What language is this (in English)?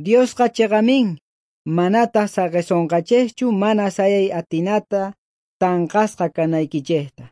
South Bolivian Quechua